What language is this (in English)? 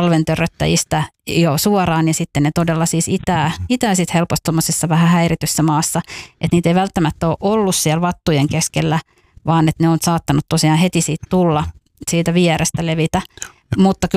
Finnish